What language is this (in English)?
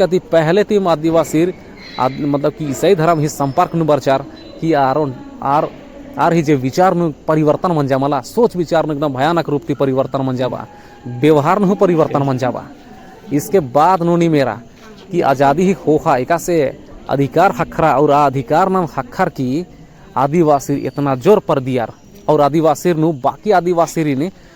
Kurukh